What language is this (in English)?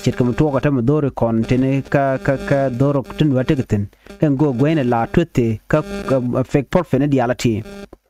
Nuer